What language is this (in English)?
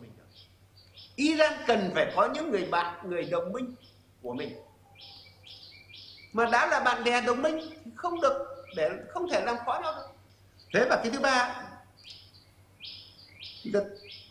Vietnamese